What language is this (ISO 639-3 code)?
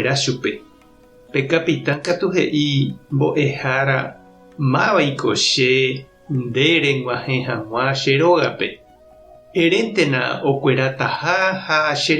grn